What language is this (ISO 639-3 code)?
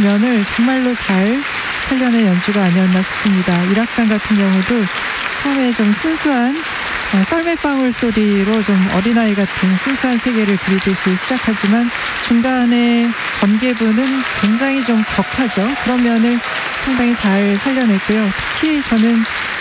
kor